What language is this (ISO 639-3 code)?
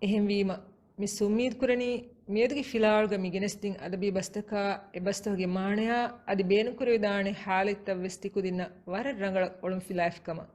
div